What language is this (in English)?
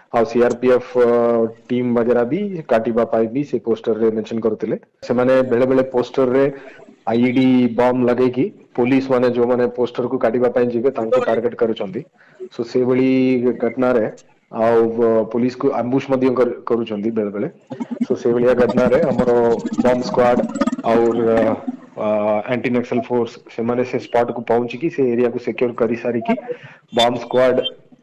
Odia